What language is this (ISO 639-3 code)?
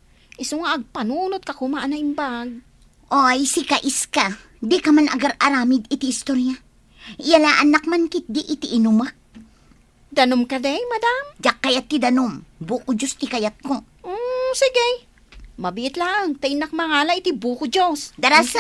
ilo